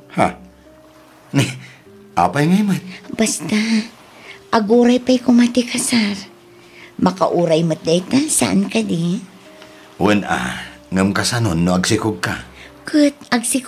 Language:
Iloko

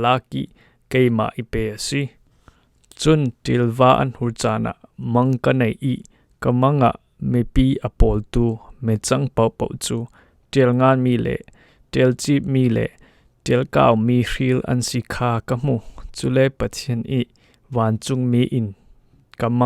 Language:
Falam Chin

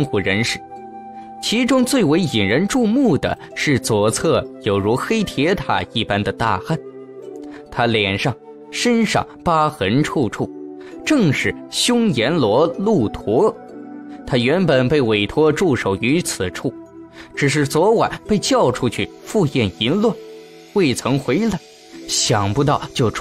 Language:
Chinese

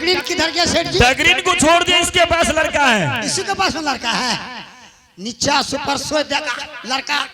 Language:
Angika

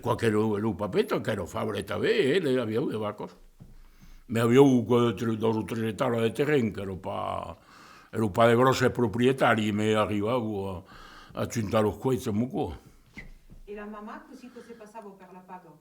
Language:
Occitan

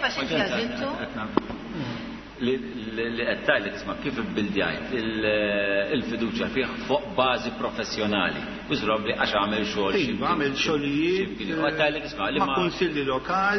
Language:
Maltese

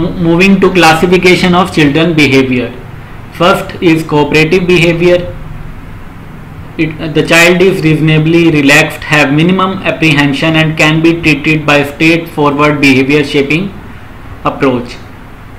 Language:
English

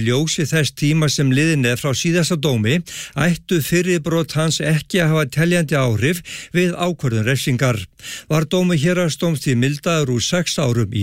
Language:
Icelandic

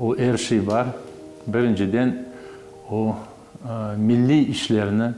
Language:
Crimean Tatar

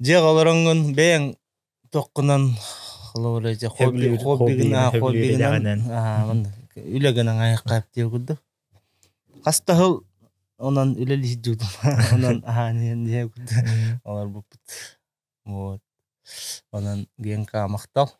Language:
Yakut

